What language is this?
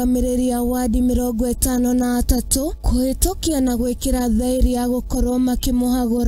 Kikuyu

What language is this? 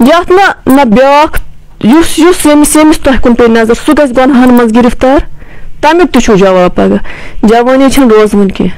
Kashmiri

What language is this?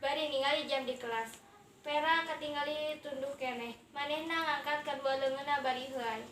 Sundanese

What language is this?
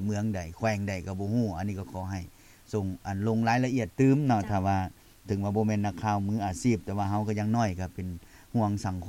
Lao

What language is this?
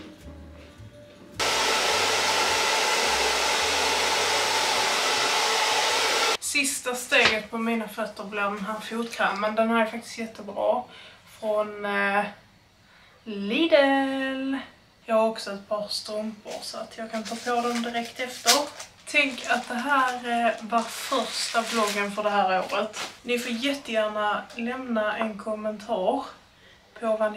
Swedish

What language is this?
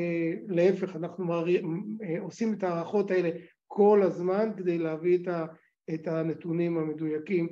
Hebrew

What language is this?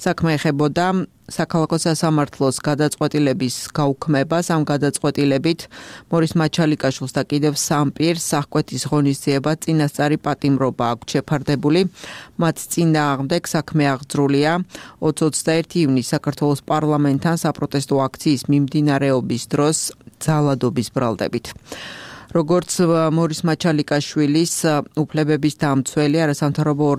Georgian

